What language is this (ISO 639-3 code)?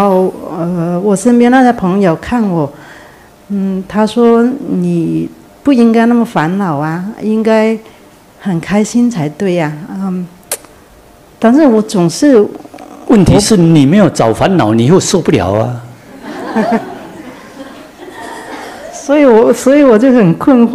zho